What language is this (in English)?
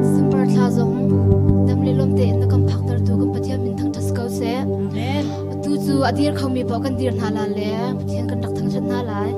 Hakha Chin